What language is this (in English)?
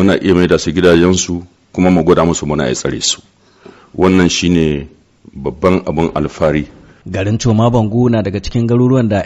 Hausa